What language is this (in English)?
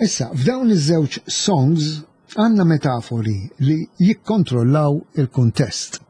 Maltese